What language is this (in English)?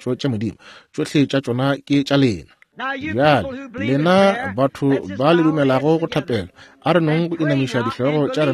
Northern Sotho